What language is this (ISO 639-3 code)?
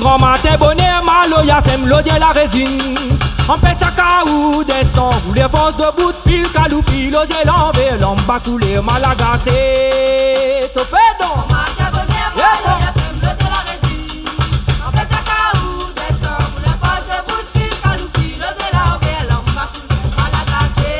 rcf